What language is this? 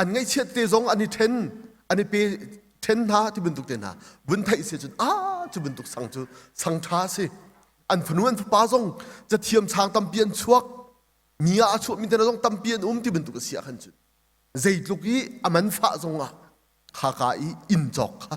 Hakha Chin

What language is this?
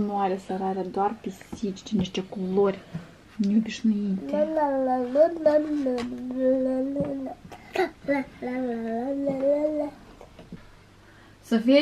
Romanian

